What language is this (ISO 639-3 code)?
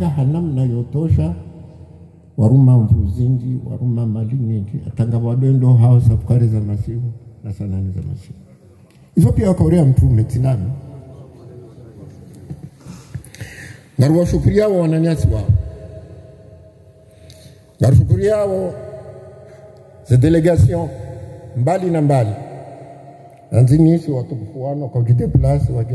swa